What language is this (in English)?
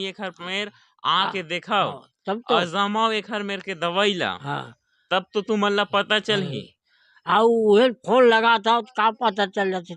Chhattisgarhi